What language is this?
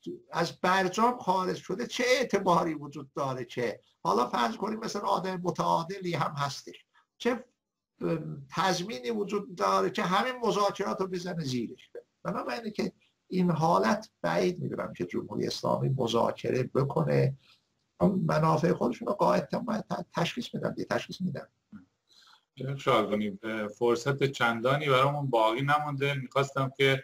Persian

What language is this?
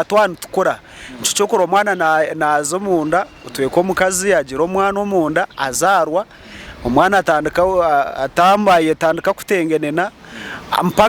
Nyankole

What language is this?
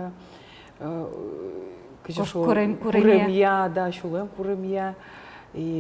Udmurt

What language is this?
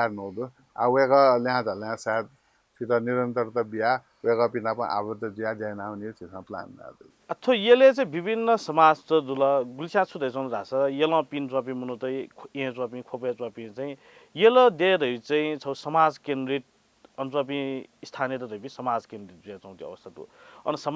Newari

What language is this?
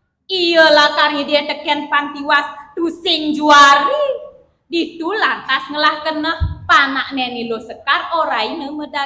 Balinese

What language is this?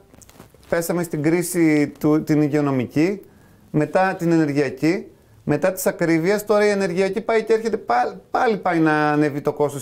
Greek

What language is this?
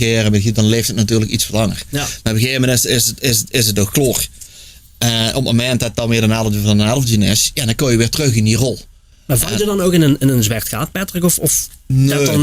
Limburgish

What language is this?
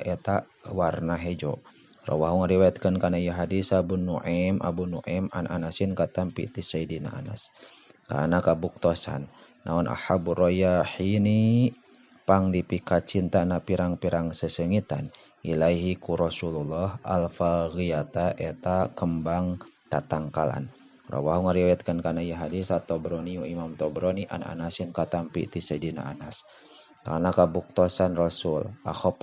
Sundanese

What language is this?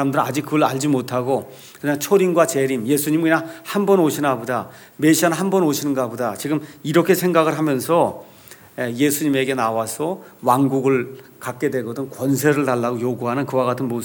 Korean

